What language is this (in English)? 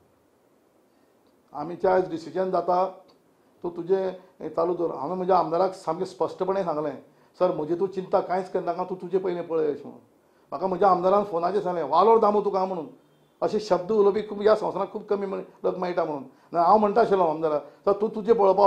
Konkani